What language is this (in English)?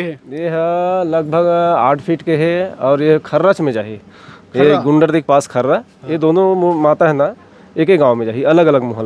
Chhattisgarhi